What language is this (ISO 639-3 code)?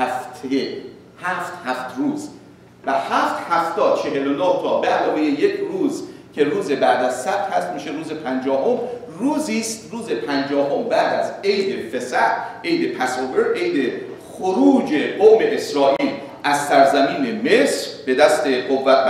fas